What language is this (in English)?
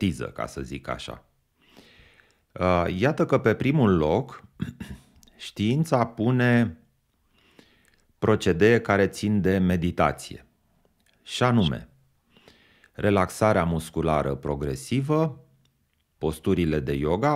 Romanian